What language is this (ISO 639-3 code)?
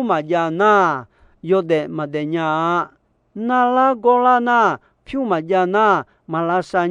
ahk